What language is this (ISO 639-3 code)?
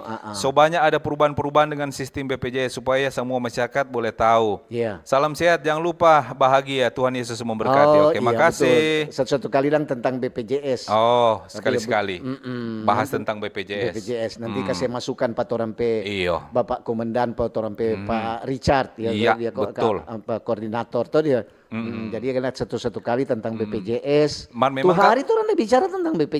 xmm